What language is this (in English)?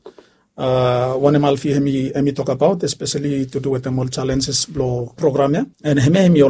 Bislama